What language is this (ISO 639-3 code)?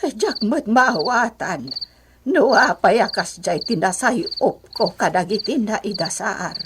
ilo